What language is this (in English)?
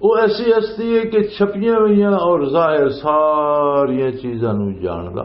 Western Panjabi